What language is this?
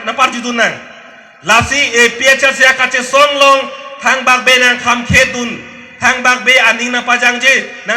Karbi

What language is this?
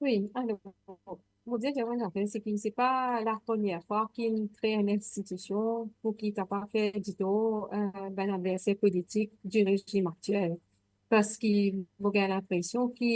Morisyen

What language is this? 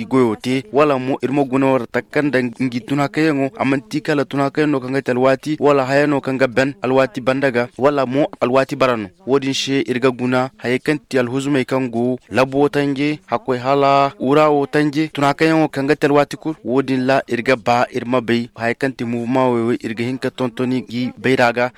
Koyraboro Senni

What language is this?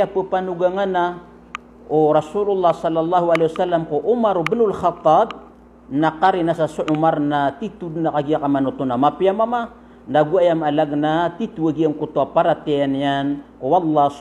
Maranao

